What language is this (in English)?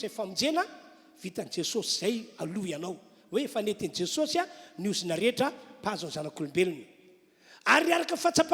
Malagasy